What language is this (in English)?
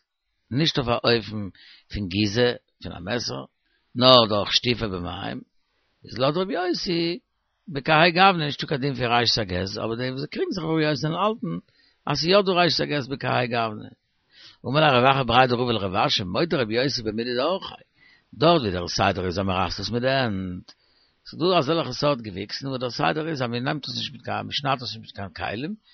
Yiddish